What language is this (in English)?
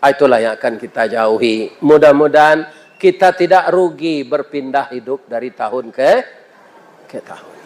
Minangkabau